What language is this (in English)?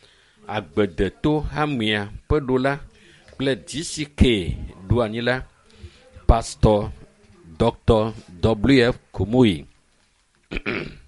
Ewe